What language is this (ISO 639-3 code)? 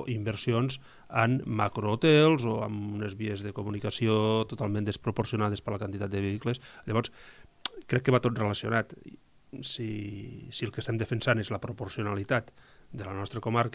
cat